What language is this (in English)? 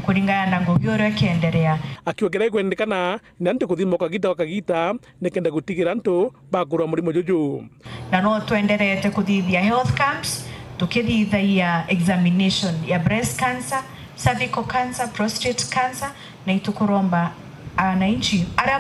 Meru